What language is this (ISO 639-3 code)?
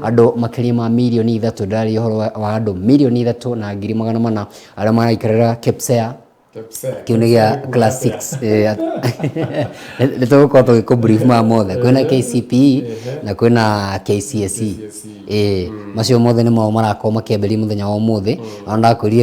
kik